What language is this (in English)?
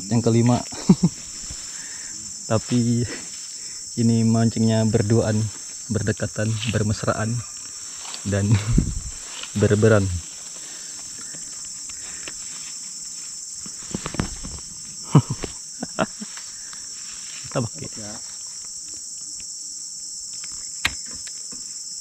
Indonesian